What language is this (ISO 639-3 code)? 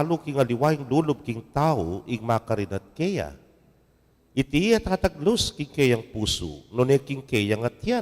pam